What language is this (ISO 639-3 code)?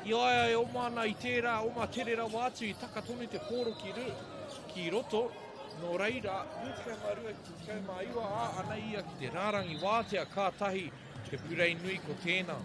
mri